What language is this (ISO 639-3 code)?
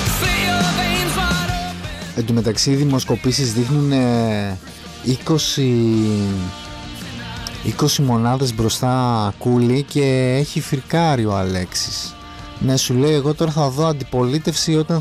ell